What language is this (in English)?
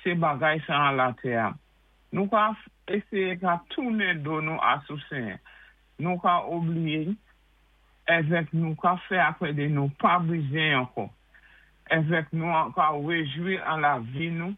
Saint Lucian Creole French